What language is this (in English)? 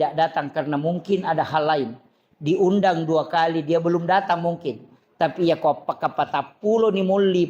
Buginese